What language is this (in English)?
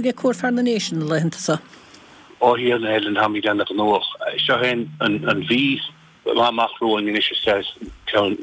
Irish